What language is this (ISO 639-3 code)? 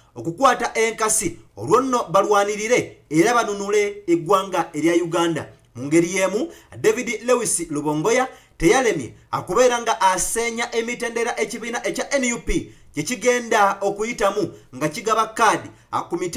lug